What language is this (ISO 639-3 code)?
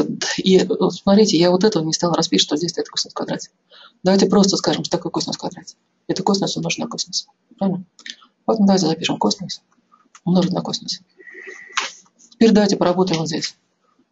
rus